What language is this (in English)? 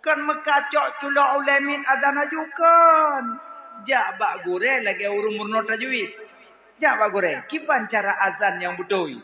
Achinese